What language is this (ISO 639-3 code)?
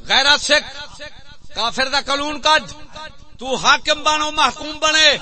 skr